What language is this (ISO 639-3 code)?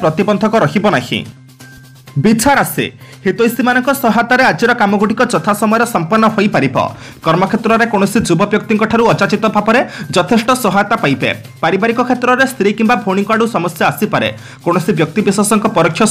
ori